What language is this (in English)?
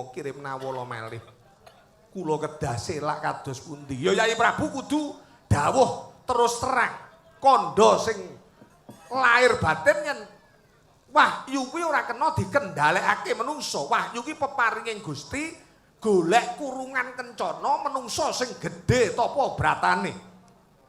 Javanese